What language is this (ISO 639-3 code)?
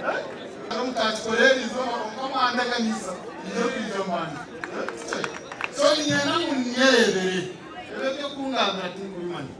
nyn